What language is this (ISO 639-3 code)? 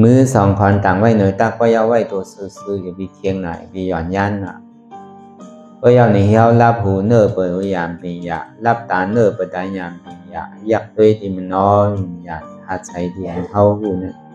shn